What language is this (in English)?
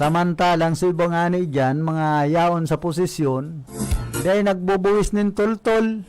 Bikol